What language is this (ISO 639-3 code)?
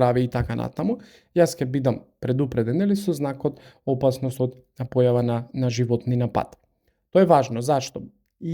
mkd